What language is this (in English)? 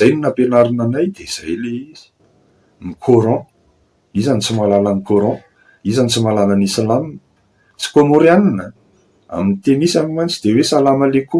Malagasy